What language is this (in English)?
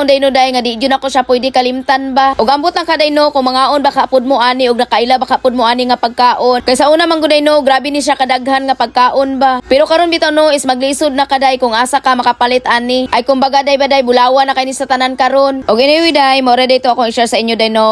Cebuano